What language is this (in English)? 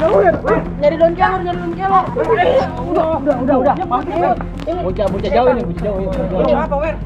Betawi